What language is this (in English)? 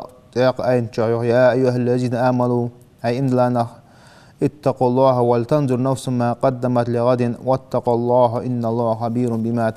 Ingush